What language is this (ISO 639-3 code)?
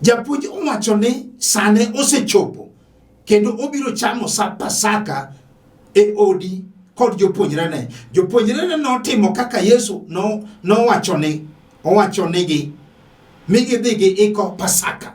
luo